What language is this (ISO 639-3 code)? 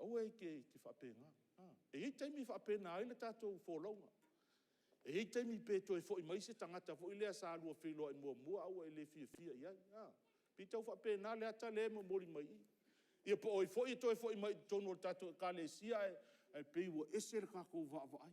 smo